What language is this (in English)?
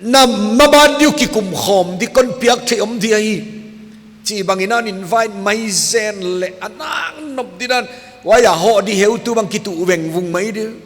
Paite Chin